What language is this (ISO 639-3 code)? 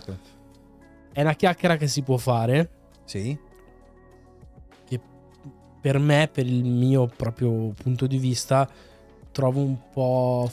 ita